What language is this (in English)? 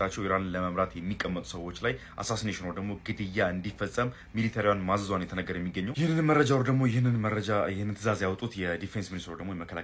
Amharic